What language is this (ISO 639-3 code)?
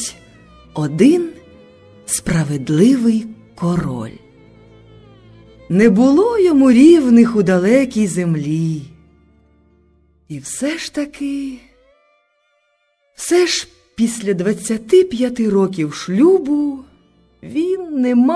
ukr